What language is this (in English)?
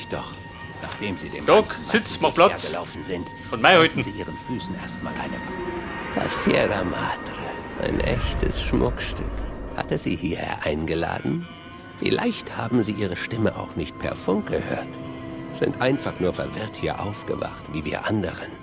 Bavarian